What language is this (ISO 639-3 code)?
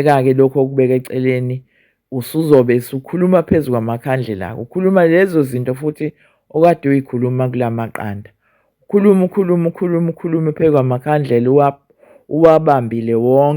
zul